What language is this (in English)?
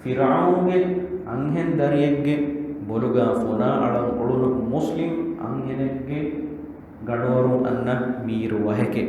Divehi